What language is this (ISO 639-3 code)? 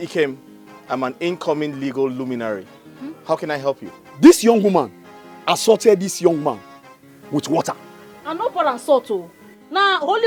pcm